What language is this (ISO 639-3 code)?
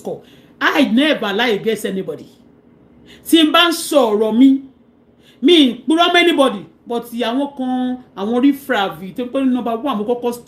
yor